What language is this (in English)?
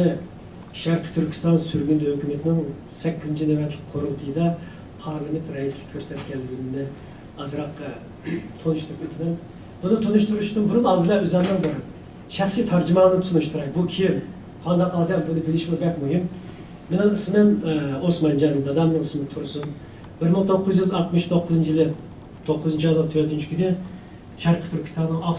Uyghur